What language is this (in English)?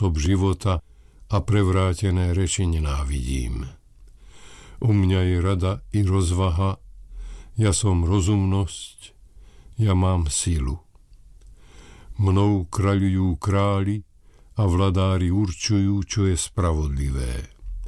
Slovak